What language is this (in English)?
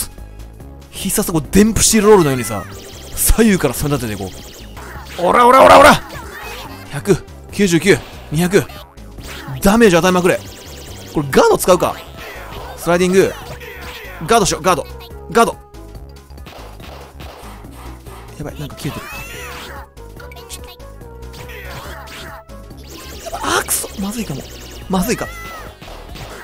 Japanese